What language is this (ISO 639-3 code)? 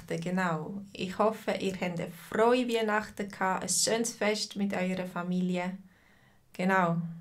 deu